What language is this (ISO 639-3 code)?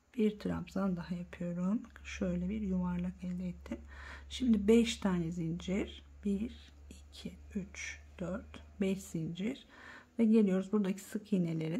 tur